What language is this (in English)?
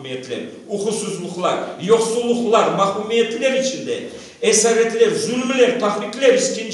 Crimean Tatar